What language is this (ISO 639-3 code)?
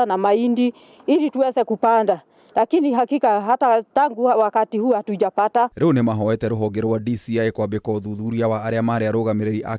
kik